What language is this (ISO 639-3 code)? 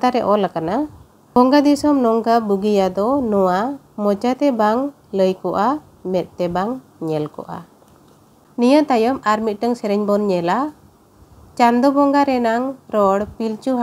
sat